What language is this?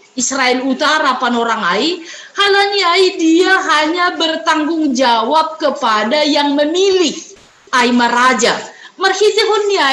Batak Simalungun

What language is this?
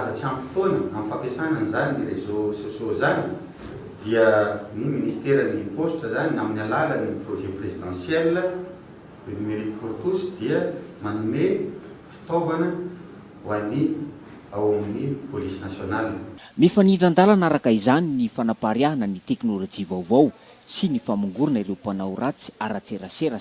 Malagasy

